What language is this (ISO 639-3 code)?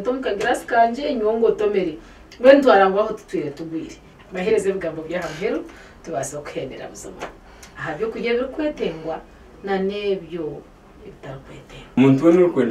nyn